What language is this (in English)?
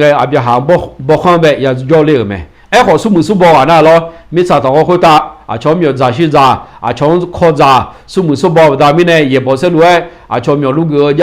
Akha